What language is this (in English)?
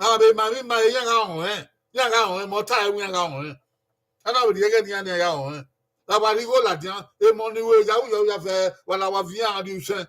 Bini